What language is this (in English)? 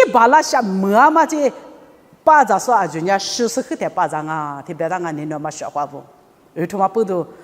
Lisu